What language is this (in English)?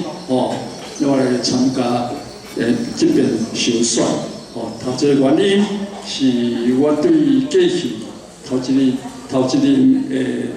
Min Nan Chinese